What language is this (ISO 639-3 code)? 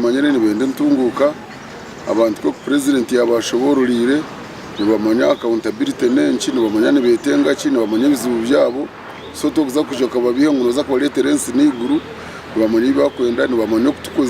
nyn